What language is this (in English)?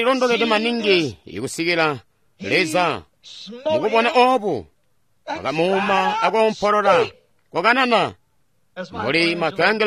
Tonga (Zambia)